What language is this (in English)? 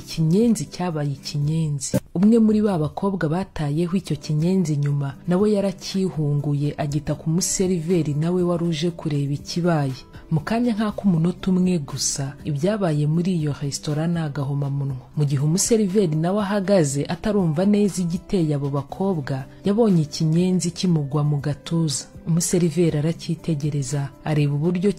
Kinyarwanda